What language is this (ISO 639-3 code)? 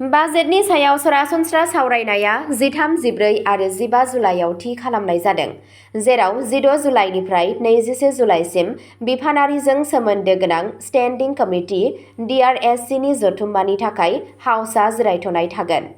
brx